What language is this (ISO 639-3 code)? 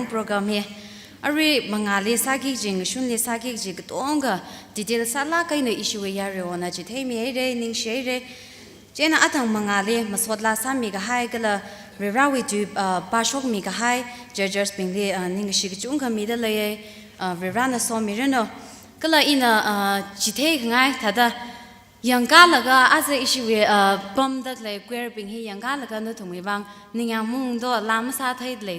nmf